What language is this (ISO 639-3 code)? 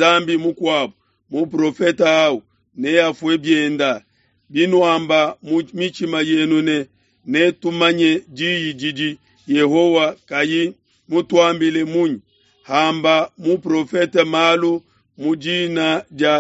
lua